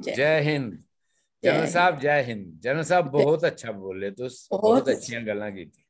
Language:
Dogri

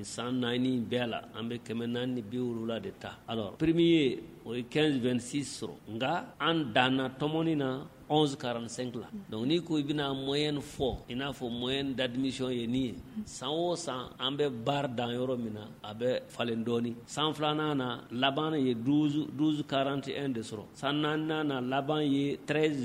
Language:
Bambara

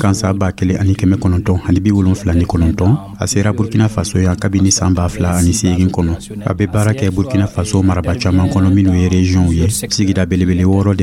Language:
Dyula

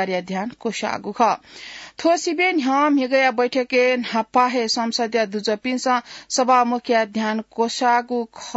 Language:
Newari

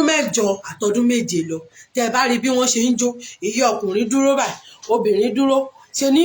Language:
Yoruba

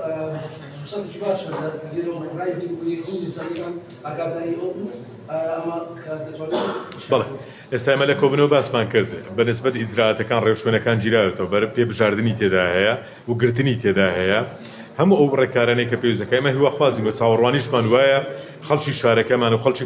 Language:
Central Kurdish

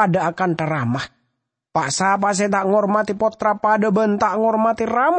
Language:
Madurese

